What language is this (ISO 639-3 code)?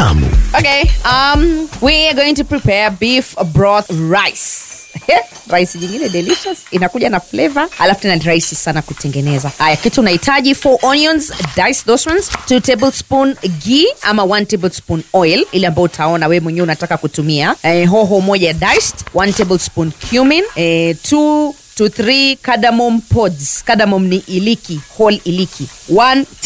swa